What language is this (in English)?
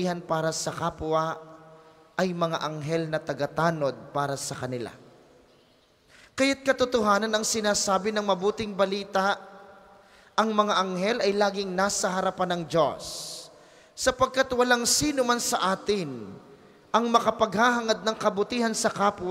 Filipino